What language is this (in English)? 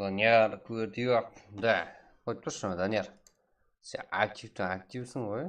Kara-Kalpak